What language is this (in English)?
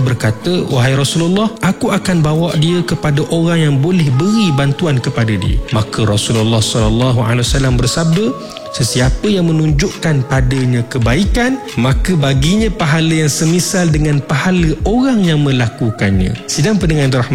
Malay